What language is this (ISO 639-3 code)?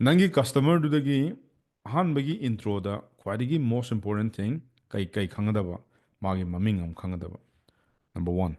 mni